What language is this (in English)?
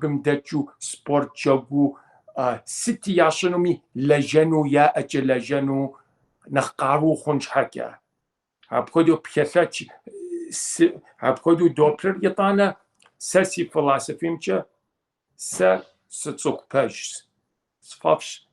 Kabardian